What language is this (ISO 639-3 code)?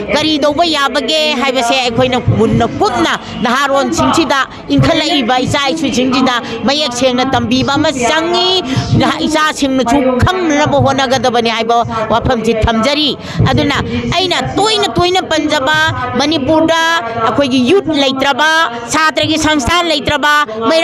mni